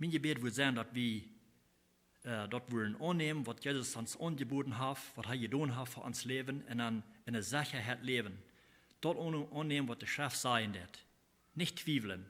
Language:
Plautdietsch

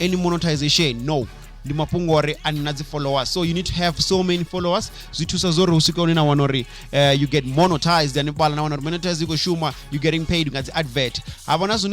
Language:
Venda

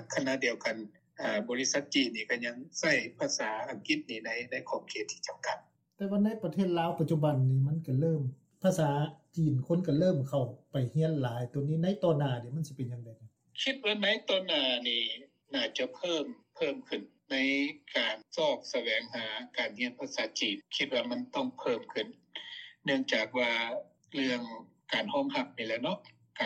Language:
Lao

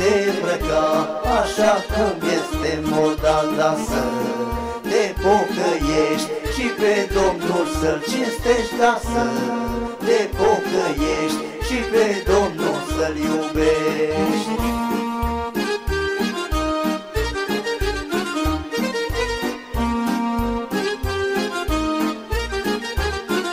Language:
Romanian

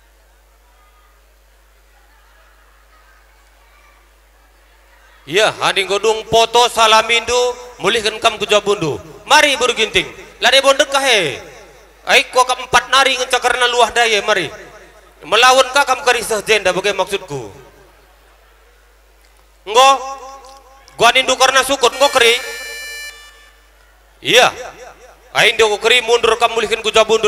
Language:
Batak Karo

